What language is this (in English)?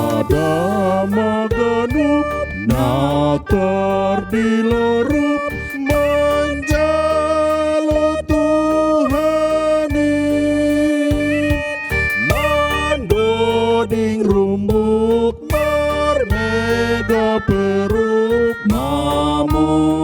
Batak Simalungun